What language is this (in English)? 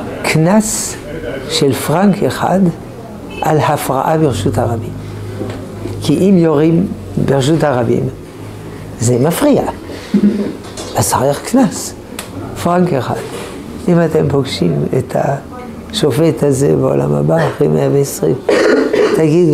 Hebrew